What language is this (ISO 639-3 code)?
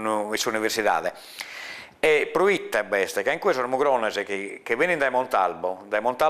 srd